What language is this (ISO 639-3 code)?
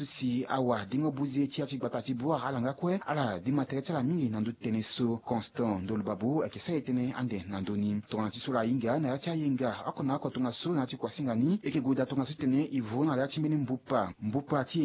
sag